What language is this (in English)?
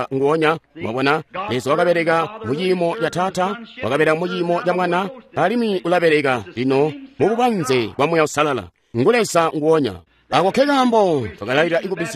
Tonga (Zambia)